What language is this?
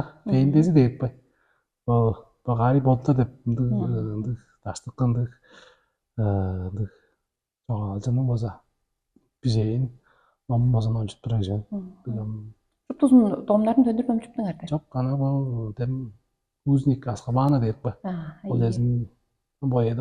Tuvinian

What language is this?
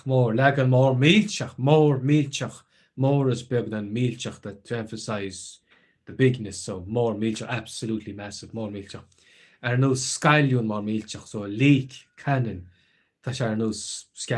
Irish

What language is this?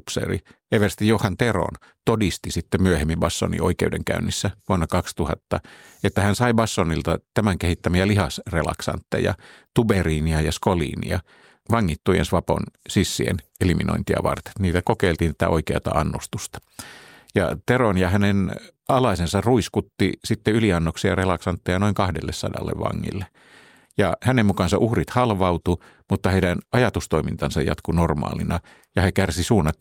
Finnish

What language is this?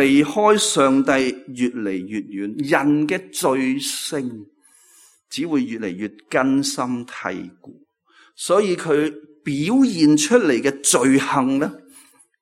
Cantonese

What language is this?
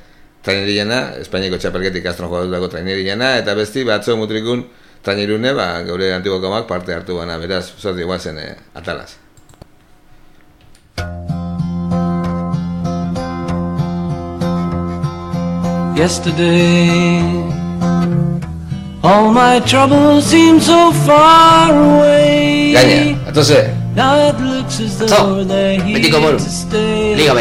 Basque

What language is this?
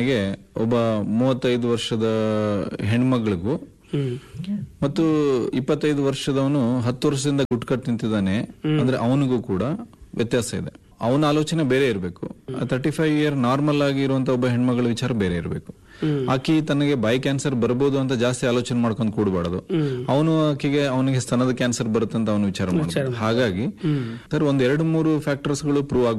Kannada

